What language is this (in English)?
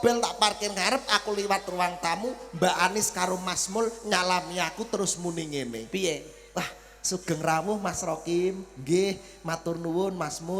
Javanese